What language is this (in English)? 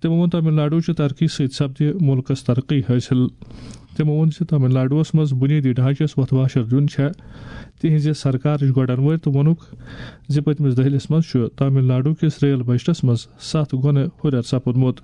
Kashmiri